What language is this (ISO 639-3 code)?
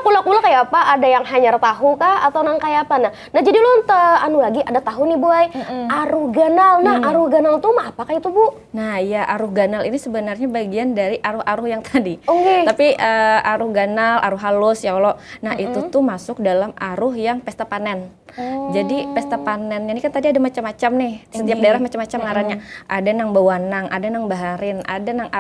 bjn